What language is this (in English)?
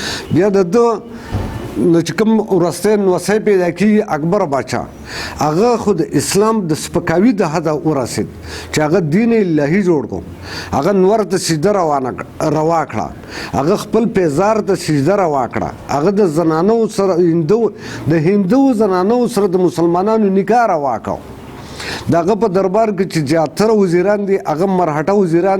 Pashto